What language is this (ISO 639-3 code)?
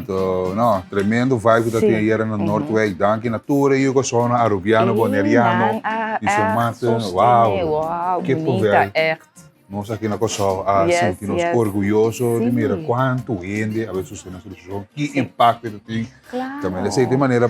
pap